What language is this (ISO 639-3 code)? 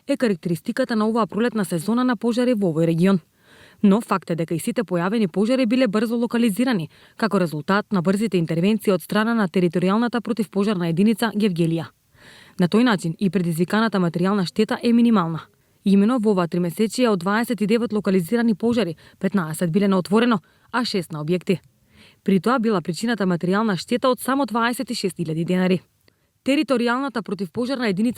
mkd